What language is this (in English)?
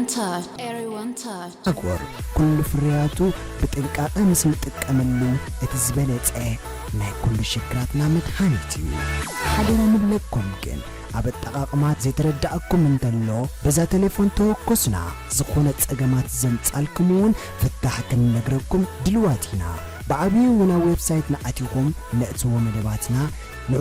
Tigrinya